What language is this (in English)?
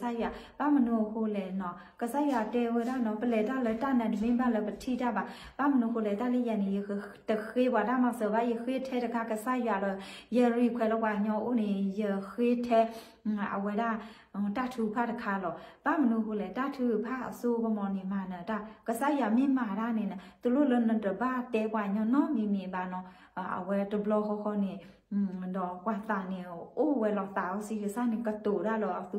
S'gaw Karen